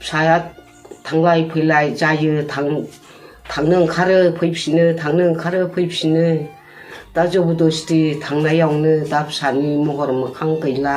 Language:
Bodo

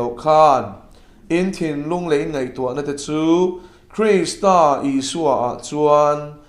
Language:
Mizo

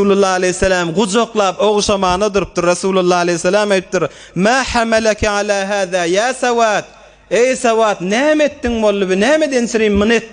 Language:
Turkmen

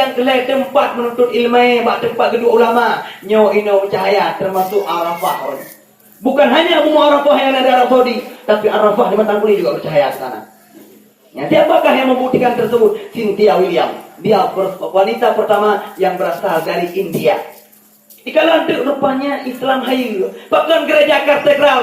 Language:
Achinese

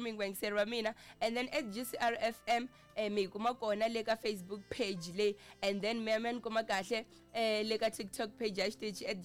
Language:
Tsonga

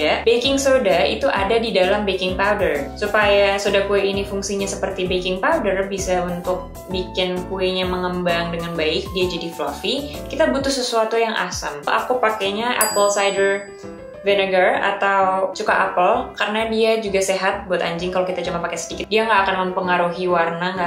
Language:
Indonesian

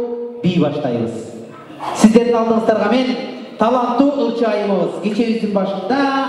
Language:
Kyrgyz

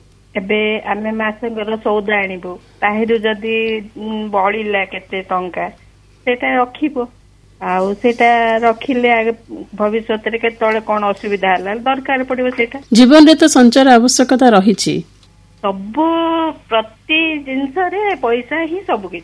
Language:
Odia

